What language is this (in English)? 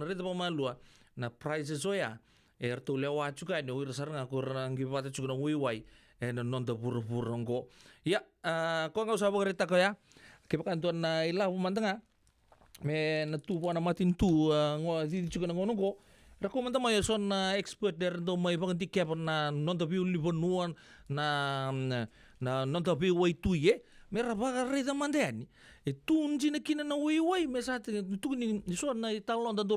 Fijian